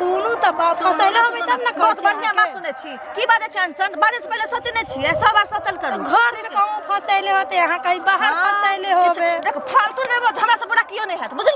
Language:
Maithili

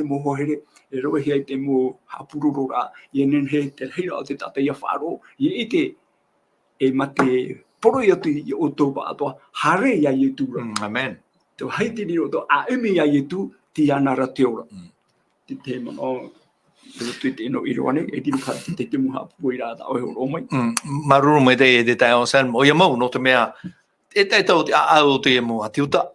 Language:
Tahitian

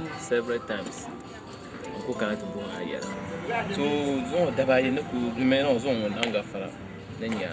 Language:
Dagbani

